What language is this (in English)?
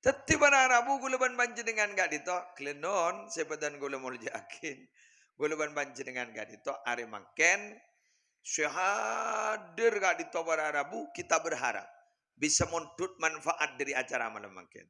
Madurese